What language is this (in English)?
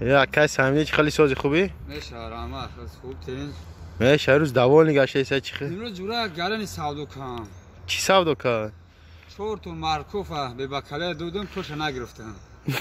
Tajik